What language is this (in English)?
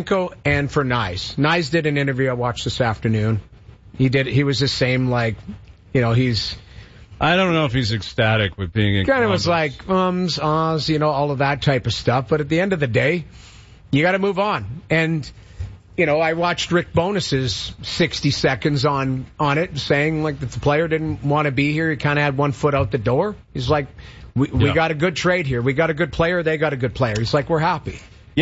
English